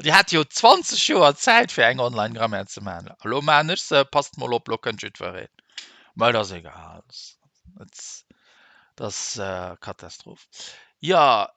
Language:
Luxembourgish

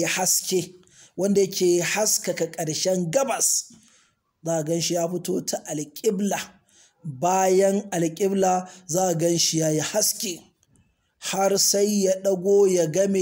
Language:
Hausa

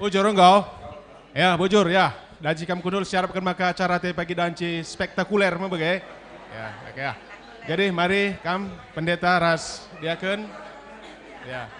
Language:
Batak Karo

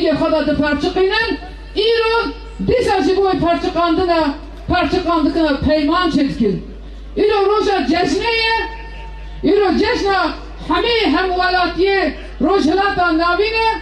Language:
Kurdish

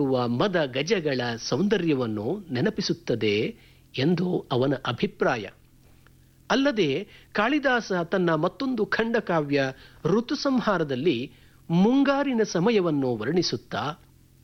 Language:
Kannada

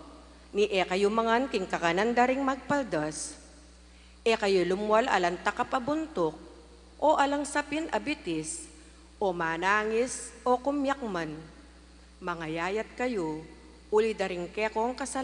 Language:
Pampanga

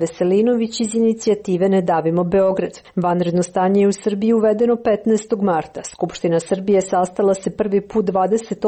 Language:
Serbian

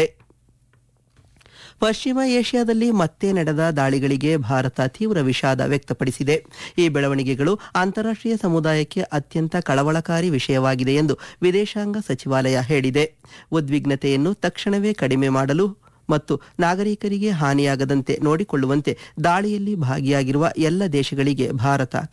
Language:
Kannada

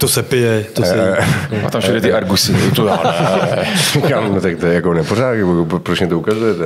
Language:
Czech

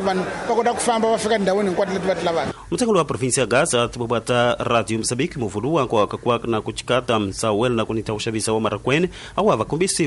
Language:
Tsonga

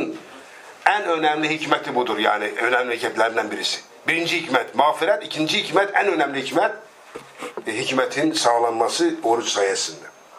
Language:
Turkish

